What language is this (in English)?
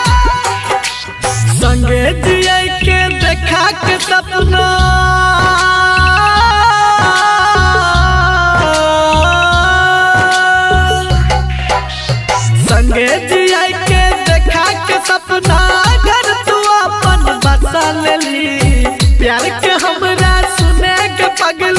Bhojpuri